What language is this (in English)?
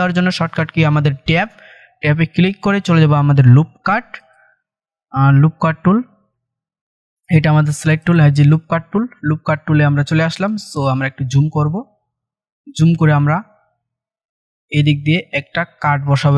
Bangla